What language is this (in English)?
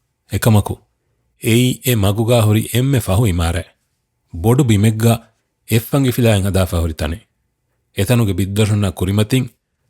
Divehi